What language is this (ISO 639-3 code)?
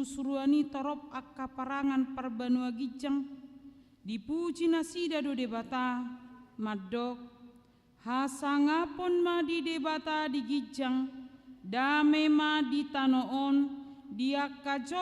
bbc